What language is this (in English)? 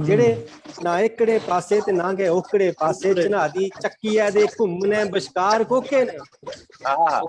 Dogri